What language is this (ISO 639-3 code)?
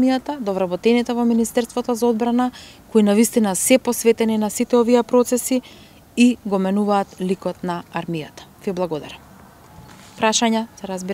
mkd